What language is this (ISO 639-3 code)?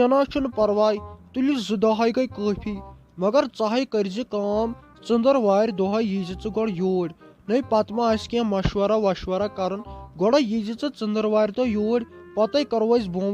kas